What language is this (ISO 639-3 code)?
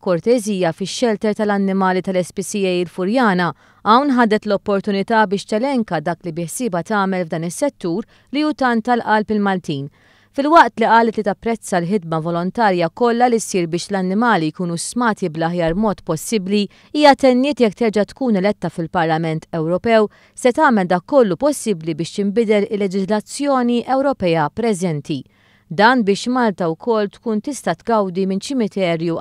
mlt